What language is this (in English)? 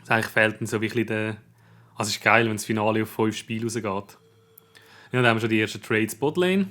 Swiss German